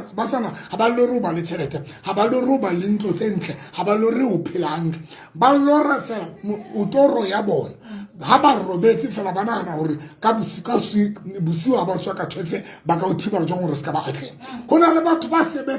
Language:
Tswana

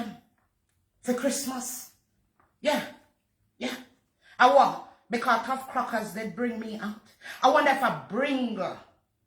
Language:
Jamaican Creole English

